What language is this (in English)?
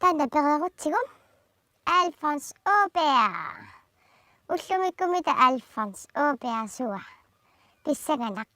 Kalaallisut